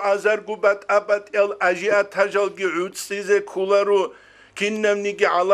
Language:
Avaric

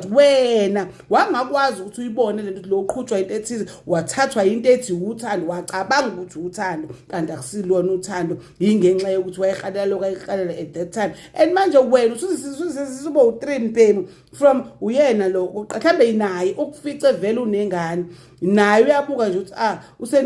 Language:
Zulu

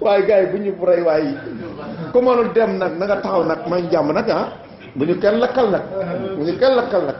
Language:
Wolof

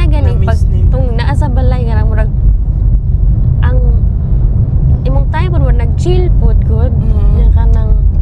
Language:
Cebuano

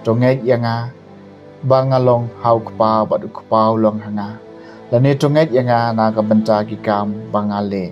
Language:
Khasi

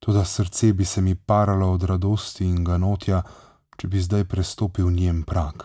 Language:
Slovenian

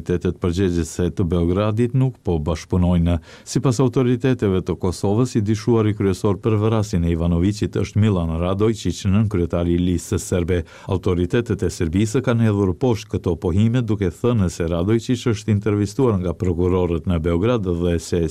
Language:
Albanian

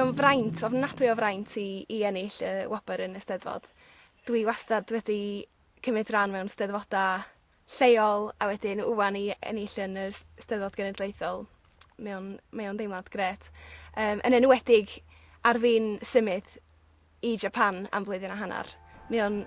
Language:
Welsh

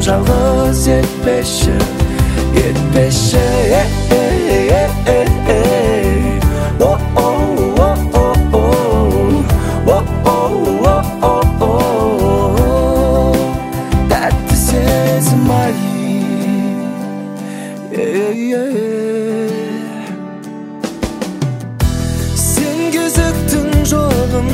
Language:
Kazakh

